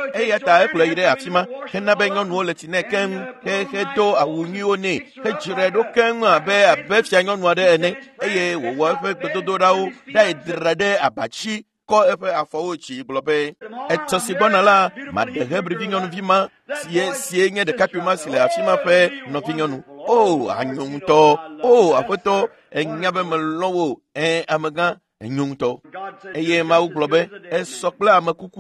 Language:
Ewe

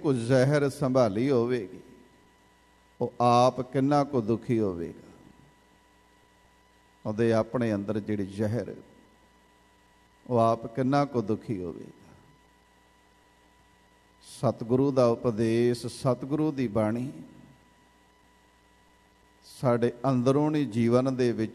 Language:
Punjabi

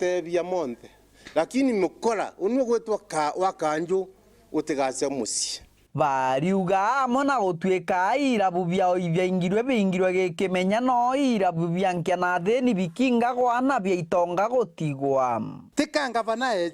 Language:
Meru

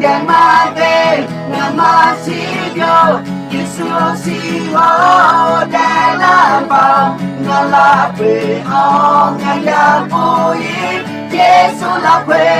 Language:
Akha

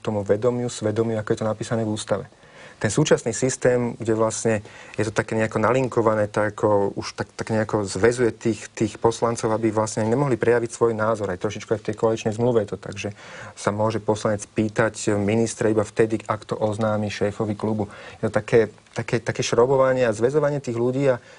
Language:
Slovak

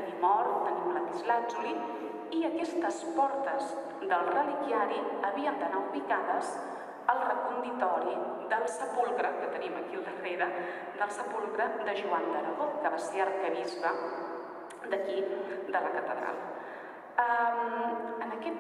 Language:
Catalan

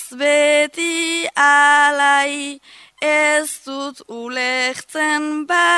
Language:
Basque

